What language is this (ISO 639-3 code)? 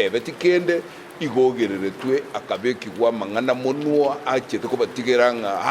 guz